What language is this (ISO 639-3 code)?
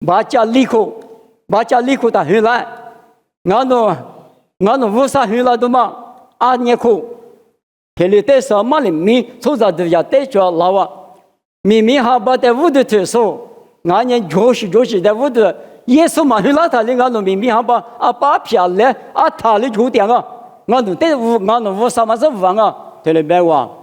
lis